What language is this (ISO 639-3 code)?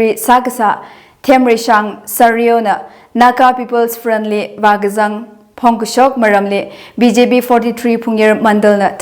nmf